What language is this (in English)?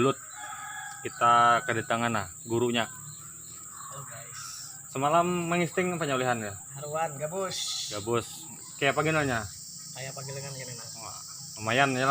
Banjar